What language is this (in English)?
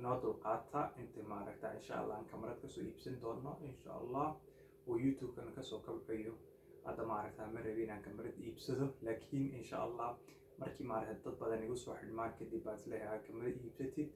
Somali